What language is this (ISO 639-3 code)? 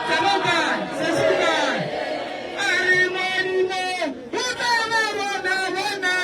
nso